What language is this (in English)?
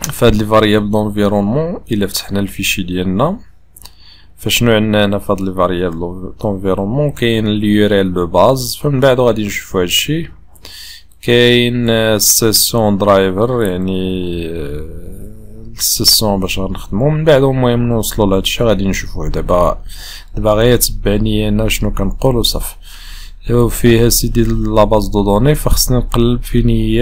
Moroccan Arabic